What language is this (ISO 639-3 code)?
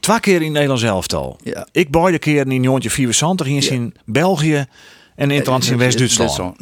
fry